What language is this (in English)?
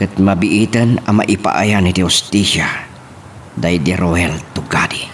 Iloko